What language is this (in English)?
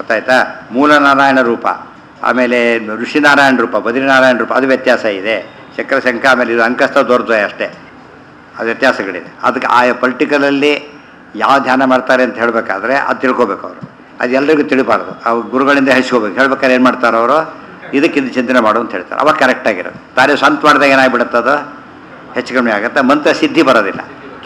Kannada